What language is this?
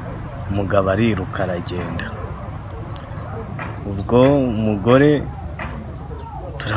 Kinyarwanda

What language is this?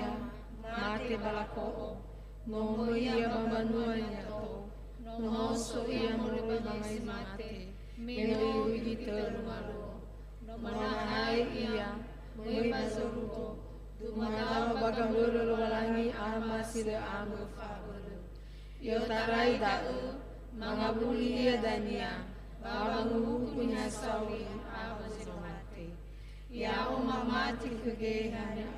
Nias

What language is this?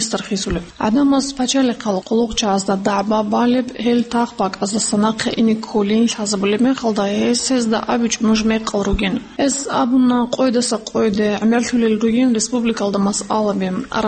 Avaric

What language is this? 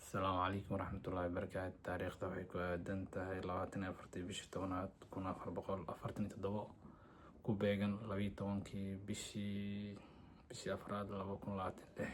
Somali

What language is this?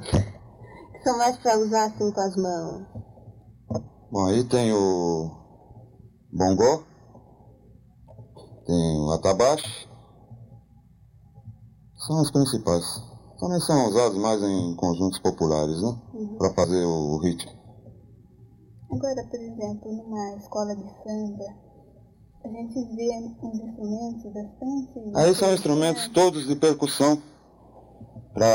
Portuguese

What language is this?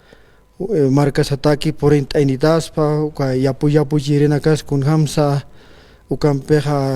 Aymara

